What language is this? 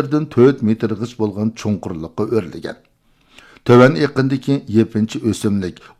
Uyghur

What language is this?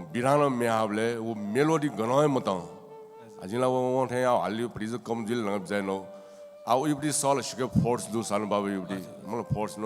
Newari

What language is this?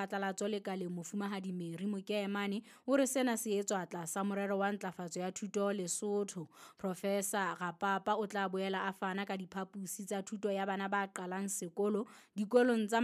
Southern Sotho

